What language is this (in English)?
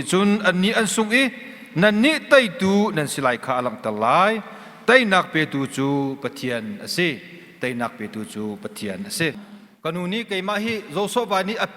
Hakha Chin